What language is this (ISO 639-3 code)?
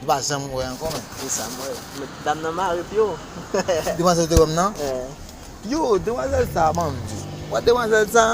hat